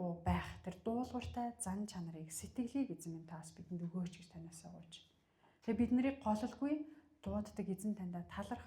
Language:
Mongolian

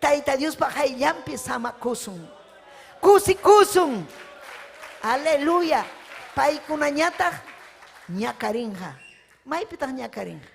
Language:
Ayacucho Quechua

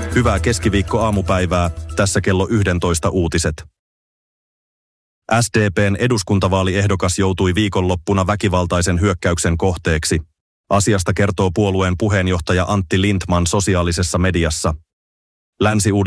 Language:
Finnish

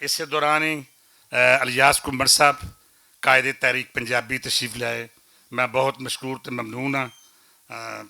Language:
Western Panjabi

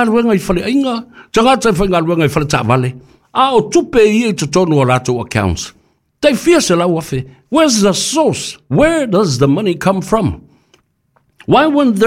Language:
Samoan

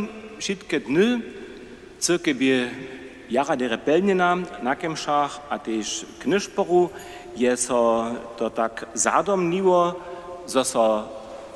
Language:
Upper Sorbian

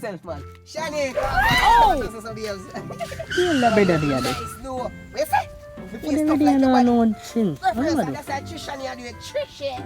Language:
Jamaican Creole English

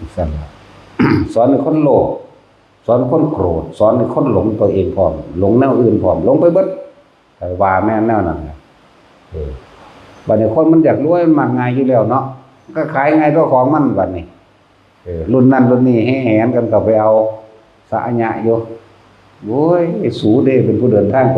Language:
Northeastern Thai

